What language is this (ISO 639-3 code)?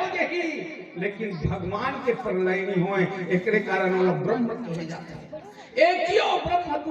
hne